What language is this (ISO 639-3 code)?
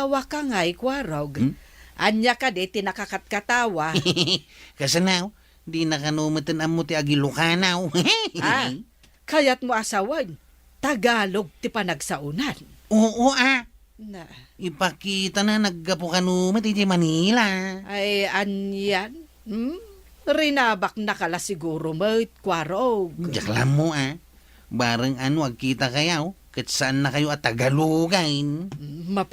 ilo